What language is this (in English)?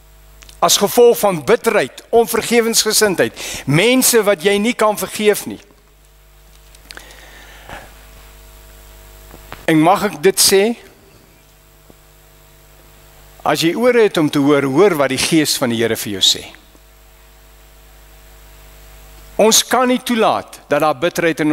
Afrikaans